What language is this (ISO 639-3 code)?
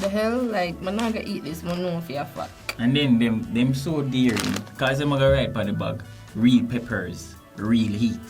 jam